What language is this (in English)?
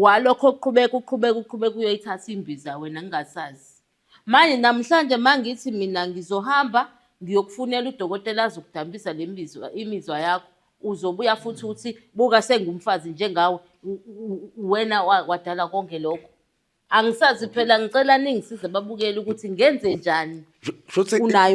Zulu